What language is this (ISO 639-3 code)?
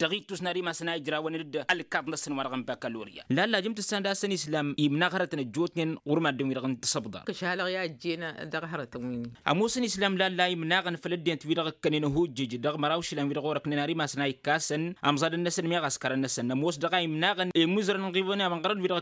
taq